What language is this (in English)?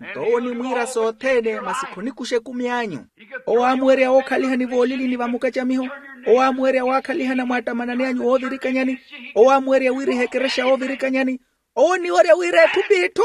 Makhuwa